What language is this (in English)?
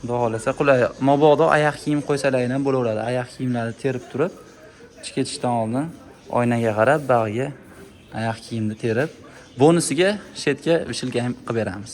Uzbek